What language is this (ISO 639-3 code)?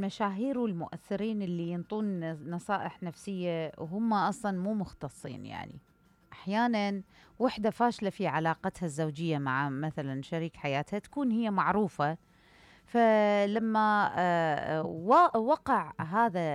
acm